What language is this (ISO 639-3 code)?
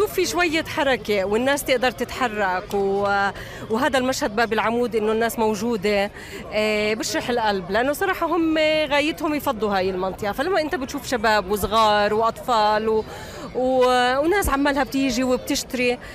apc